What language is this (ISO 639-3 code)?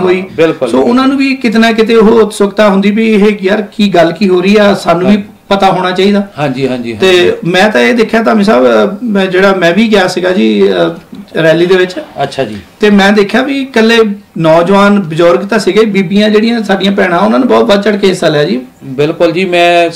pan